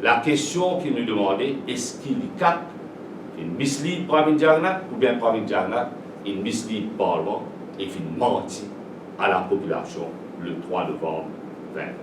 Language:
Morisyen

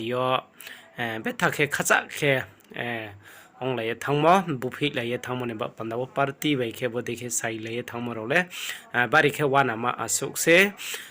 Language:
Riang (India)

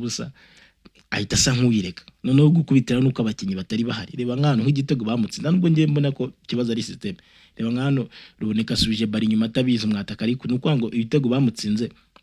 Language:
Kinyarwanda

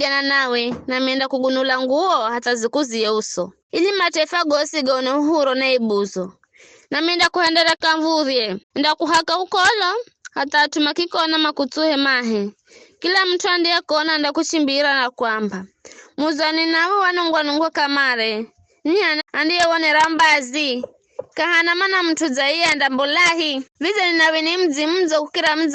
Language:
Giryama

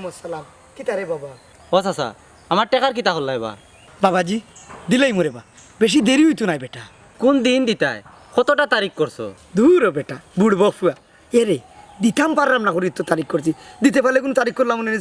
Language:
Sylheti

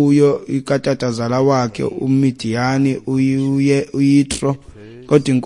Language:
Xhosa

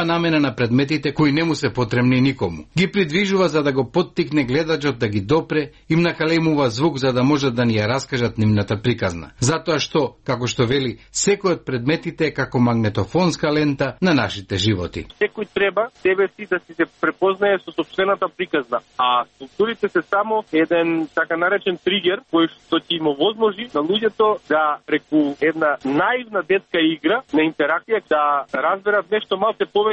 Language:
Macedonian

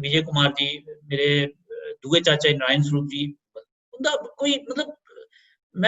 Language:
Dogri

